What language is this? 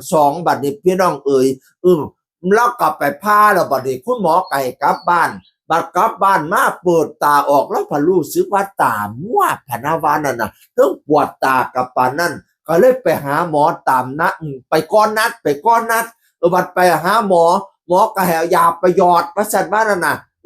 Northeastern Thai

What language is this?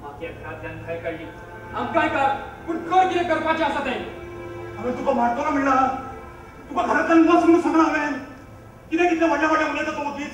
Konkani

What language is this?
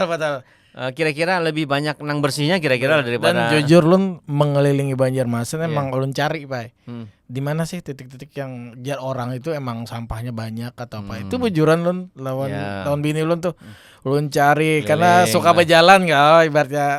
Banjar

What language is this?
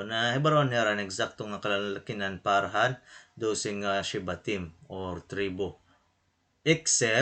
Waray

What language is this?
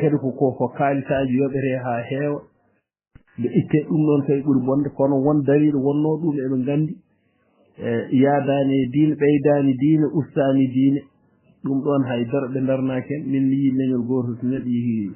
Fula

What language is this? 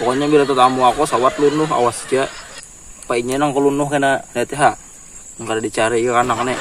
Banjar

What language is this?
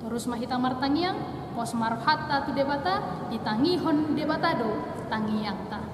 Batak Toba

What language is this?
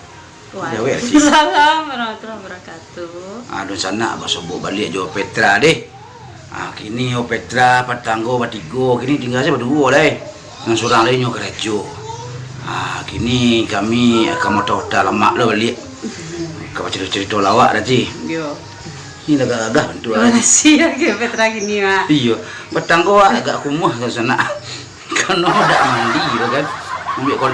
Minangkabau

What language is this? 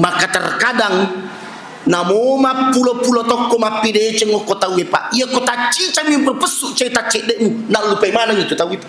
Buginese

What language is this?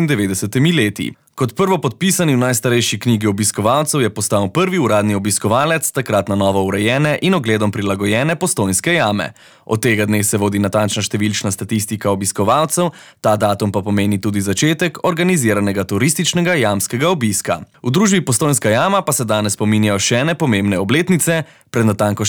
Slovenian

